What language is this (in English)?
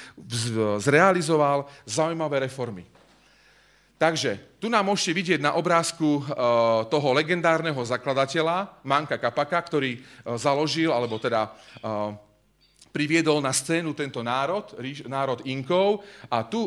Slovak